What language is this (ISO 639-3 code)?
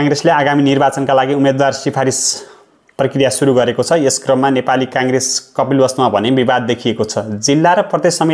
nep